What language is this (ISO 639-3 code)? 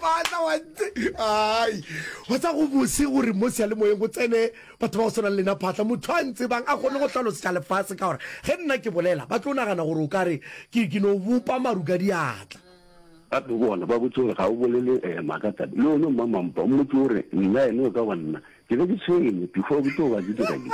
nso